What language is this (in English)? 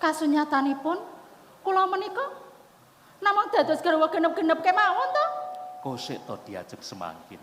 Javanese